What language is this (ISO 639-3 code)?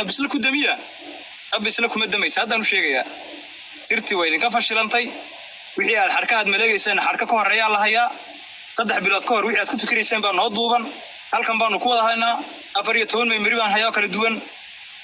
som